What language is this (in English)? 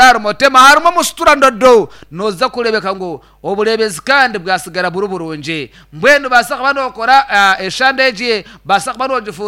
Nyankole